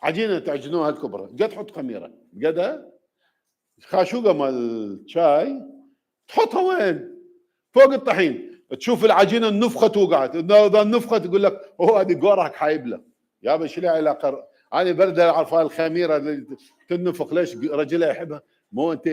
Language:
Mesopotamian Arabic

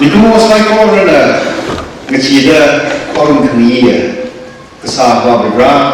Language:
Tangkhul Naga (India)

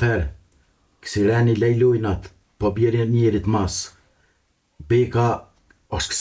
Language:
Albanian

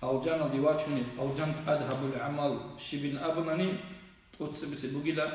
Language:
Avaric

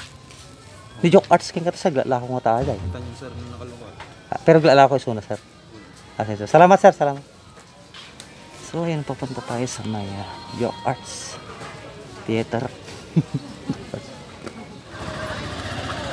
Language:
Filipino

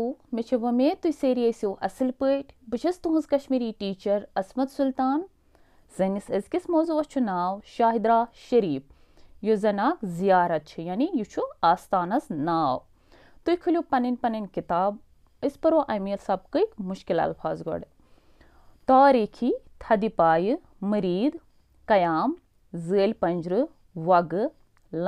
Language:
Kashmiri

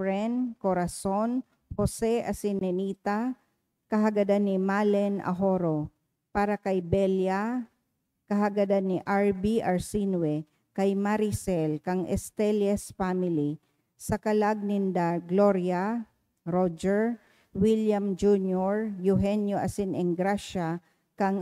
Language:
Bikol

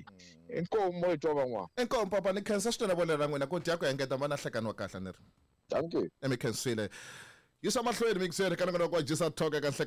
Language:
Tsonga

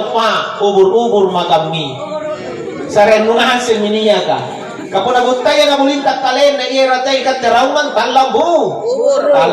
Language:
Makasar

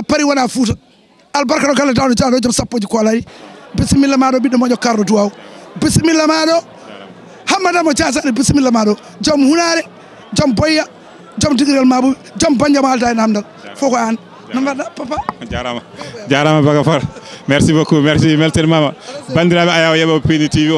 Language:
Fula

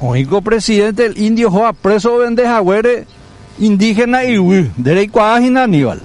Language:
Guarani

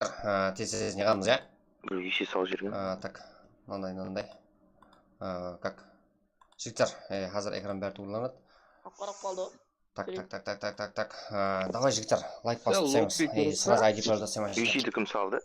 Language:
Kara-Kalpak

